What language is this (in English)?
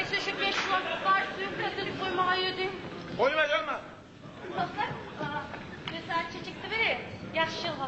Kumyk